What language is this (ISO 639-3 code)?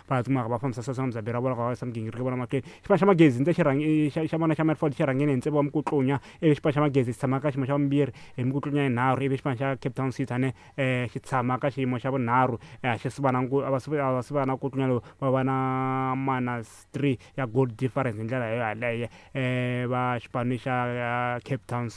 tso